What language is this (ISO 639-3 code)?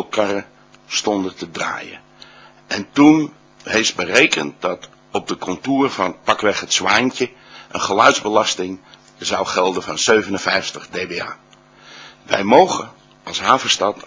nld